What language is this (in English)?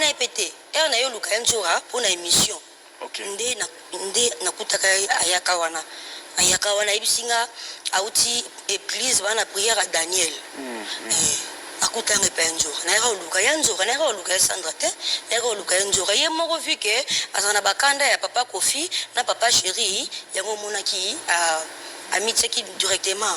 Lingala